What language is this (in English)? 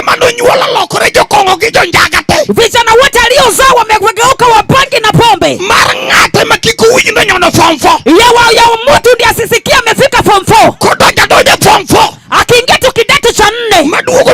Luo (Kenya and Tanzania)